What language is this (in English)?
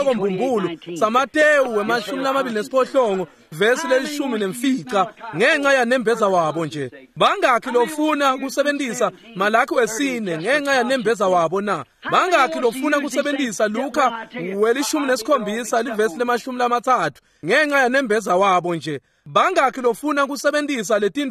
Swati